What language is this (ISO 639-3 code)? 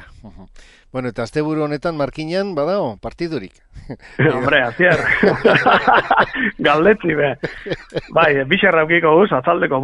eus